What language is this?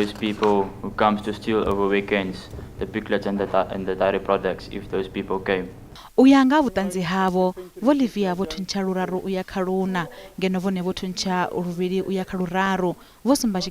Venda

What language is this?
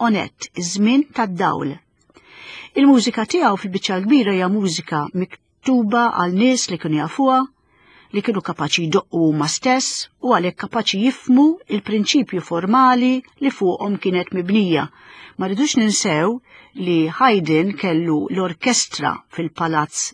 Maltese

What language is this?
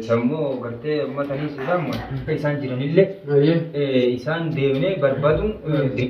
Oromo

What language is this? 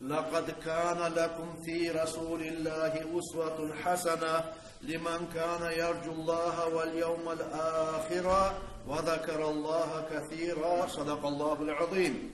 Kumyk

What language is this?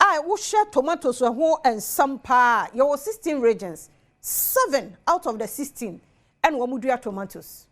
Akan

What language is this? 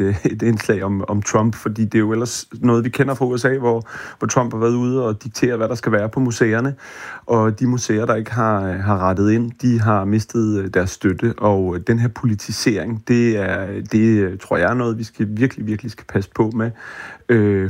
Danish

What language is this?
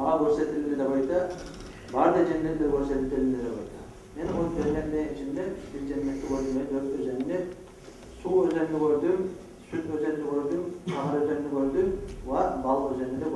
Kumyk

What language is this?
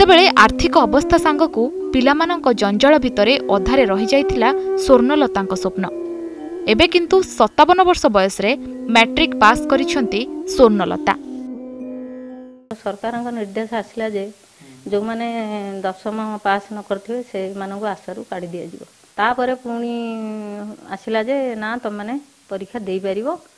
Odia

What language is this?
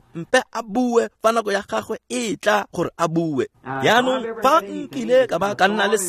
Tswana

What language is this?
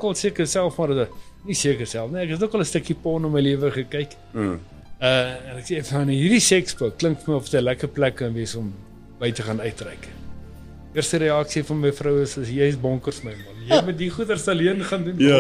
Afrikaans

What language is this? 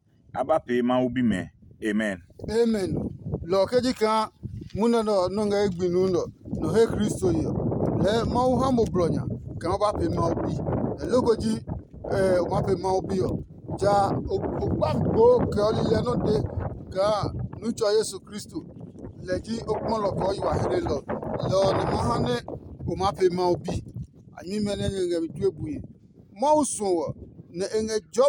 Adangme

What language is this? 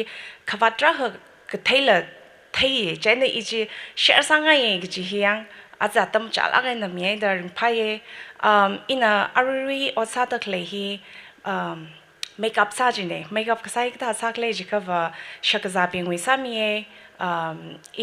Tangkhul Naga (India)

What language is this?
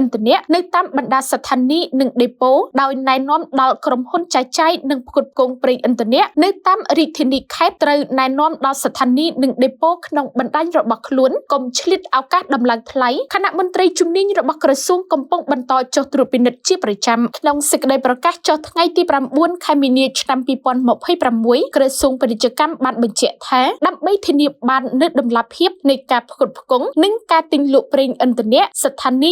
Khmer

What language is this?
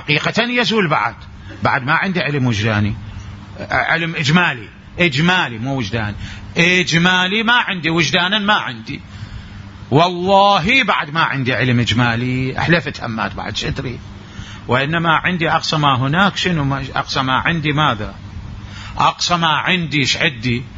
Mesopotamian Arabic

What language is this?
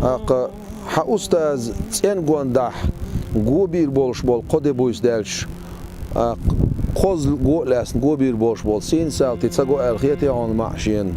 Chechen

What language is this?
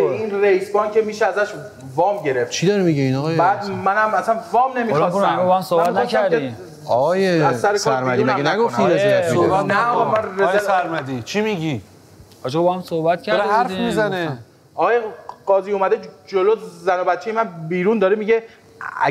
Persian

